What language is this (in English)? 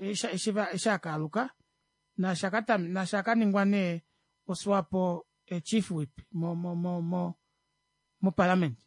Kuanyama